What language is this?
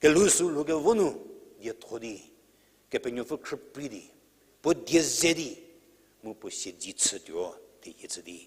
Angami Naga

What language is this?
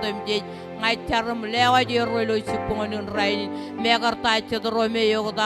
Marshallese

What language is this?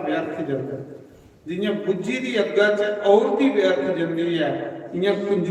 Dogri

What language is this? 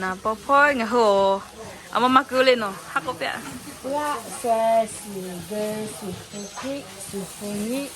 Lahu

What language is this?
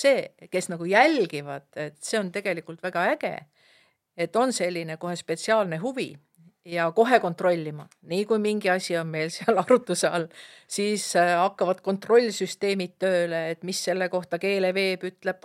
Estonian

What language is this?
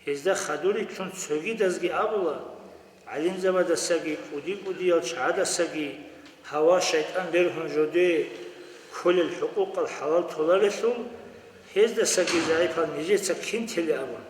Avaric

